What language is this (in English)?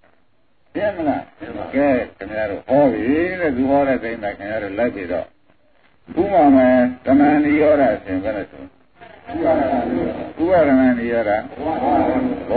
Burmese